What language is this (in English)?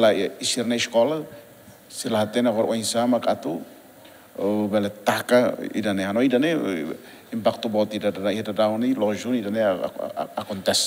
Tetum